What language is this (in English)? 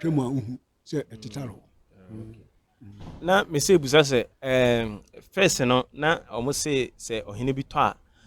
Akan